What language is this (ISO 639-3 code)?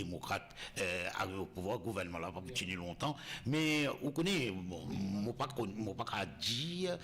mfe